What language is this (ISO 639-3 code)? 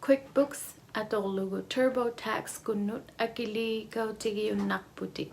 iku